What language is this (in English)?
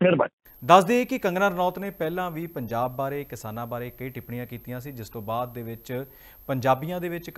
Punjabi